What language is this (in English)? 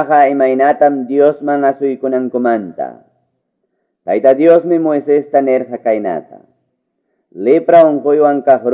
Quechua